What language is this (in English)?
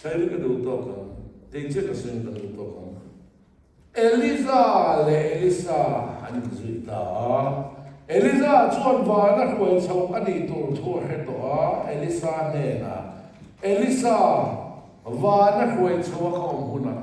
Mizo